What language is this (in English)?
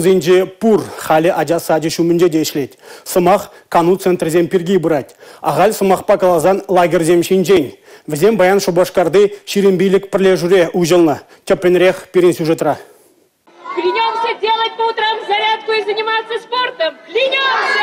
Chuvash